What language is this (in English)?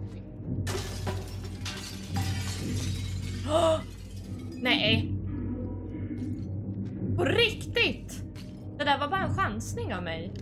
Swedish